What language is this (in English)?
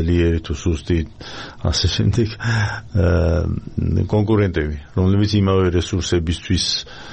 Georgian